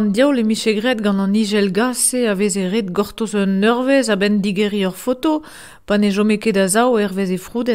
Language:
Breton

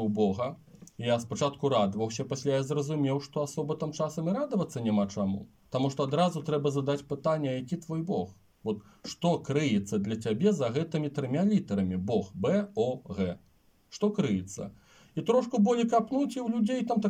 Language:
Belarusian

